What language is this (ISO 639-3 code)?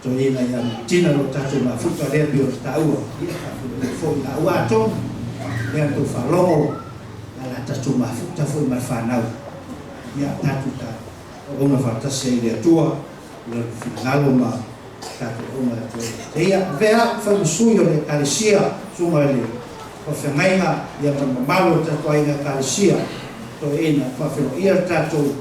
smo